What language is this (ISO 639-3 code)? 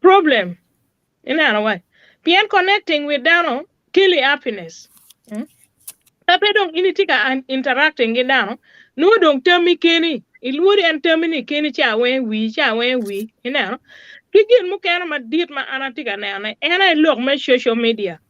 ach